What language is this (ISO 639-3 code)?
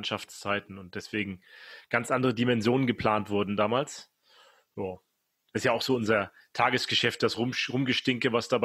deu